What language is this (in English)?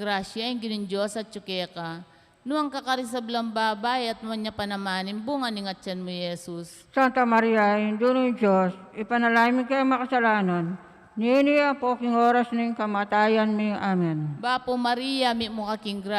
Pampanga